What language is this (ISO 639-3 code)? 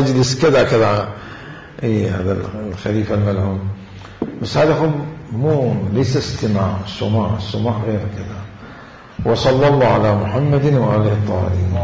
acm